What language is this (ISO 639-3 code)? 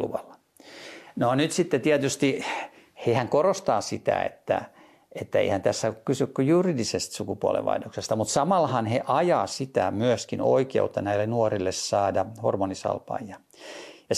fin